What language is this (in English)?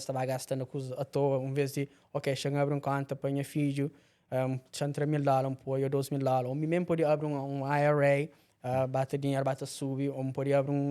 Kabuverdianu